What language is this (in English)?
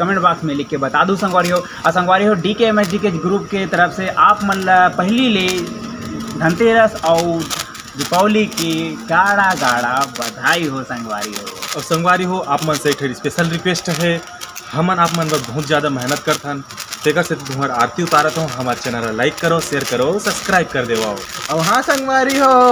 Chhattisgarhi